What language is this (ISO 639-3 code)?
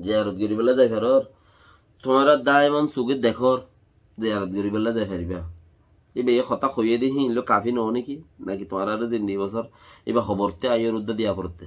rhg